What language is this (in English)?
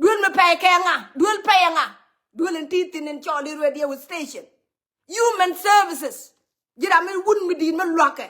Nuer